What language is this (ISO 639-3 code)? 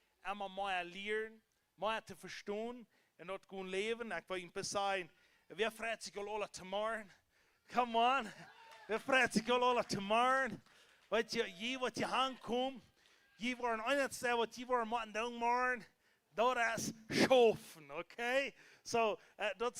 pdt